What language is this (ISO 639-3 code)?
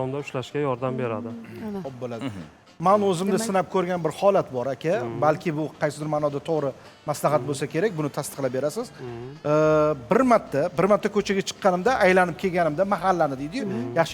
uzb